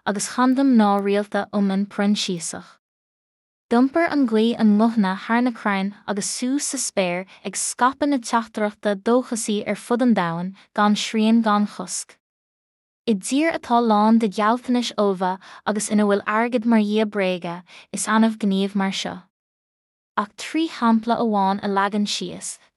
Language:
Irish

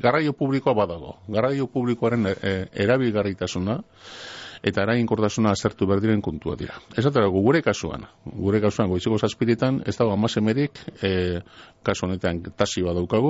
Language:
Basque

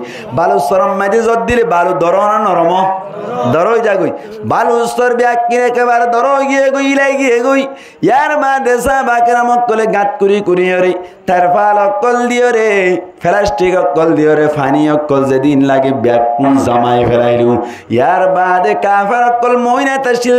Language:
Rohingya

